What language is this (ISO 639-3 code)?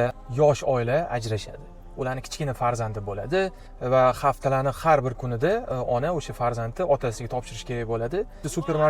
uzb